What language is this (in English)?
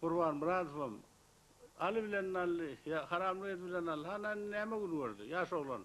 Turkmen